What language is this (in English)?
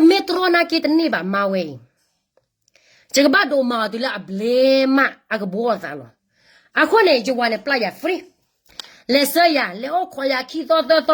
S'gaw Karen